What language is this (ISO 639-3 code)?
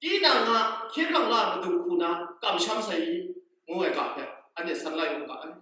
kac